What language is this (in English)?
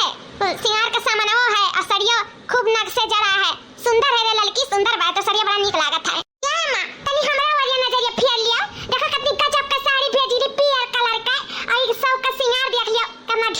Awadhi